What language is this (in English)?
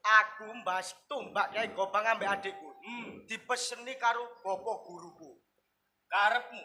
Javanese